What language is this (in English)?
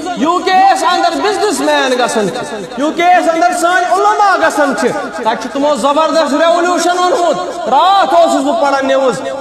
Kashmiri